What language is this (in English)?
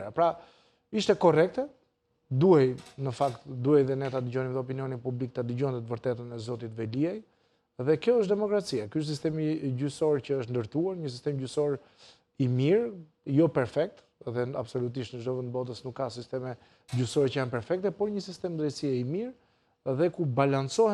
Albanian